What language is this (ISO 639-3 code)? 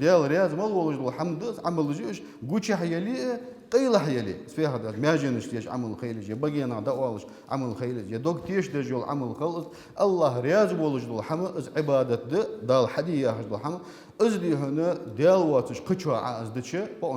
inh